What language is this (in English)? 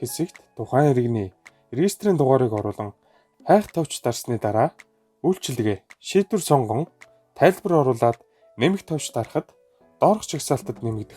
Mongolian